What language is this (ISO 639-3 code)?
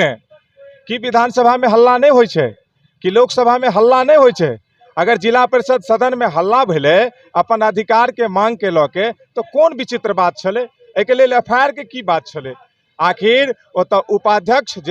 mai